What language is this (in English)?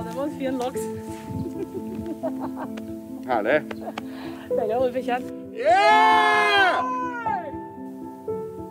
Norwegian